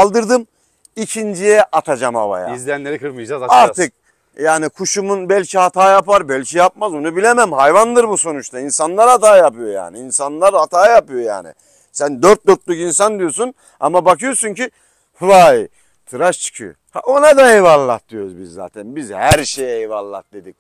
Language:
Turkish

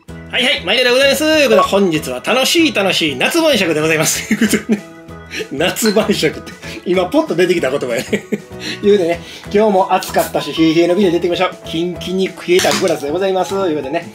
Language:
Japanese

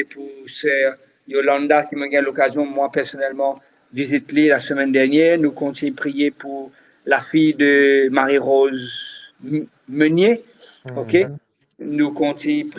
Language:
Morisyen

